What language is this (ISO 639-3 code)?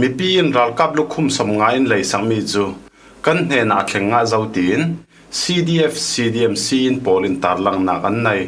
cfm